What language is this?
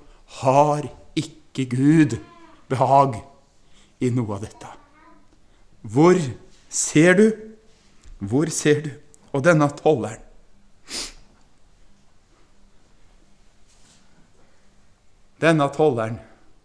Norwegian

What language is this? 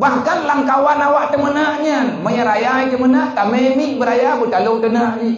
Achinese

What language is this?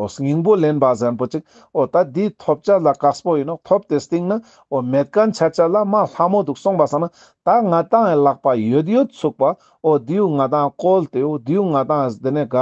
Ladakhi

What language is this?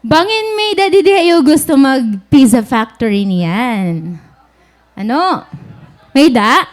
Waray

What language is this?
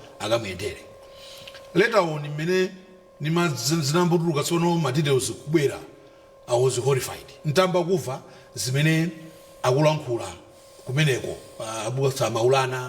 Nyanja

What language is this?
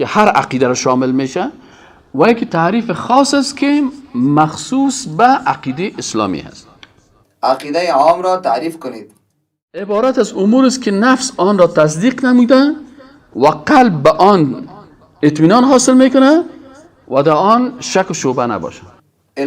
Persian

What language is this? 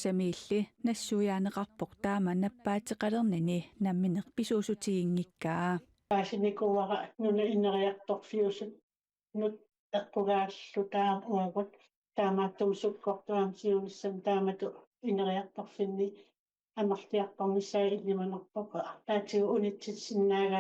Kalaallisut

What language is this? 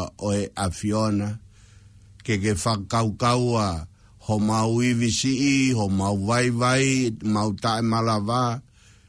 Tongan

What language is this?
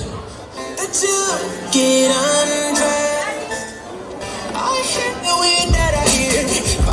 Samoan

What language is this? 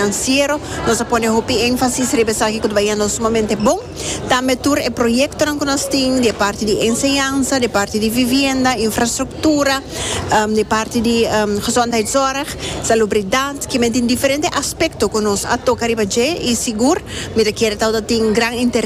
Papiamento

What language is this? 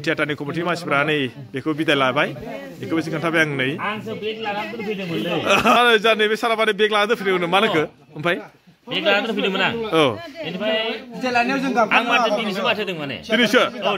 Bodo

